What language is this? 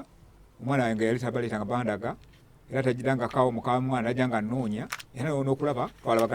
Ganda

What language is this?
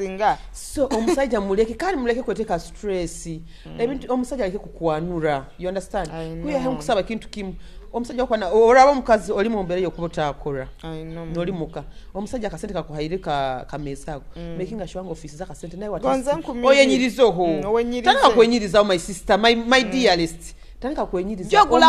Nyoro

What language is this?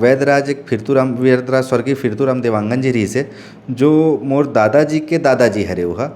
Chhattisgarhi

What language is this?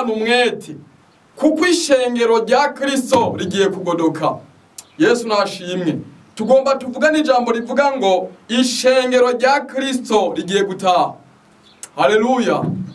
Rundi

